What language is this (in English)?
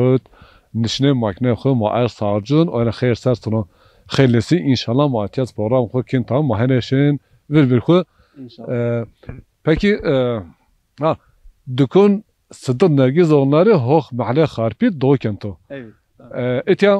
Zaza